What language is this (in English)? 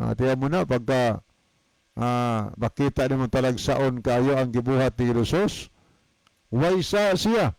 Cebuano